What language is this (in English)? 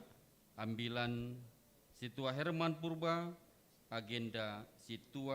Batak Simalungun